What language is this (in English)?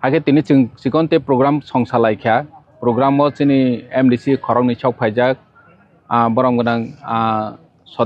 Kok Borok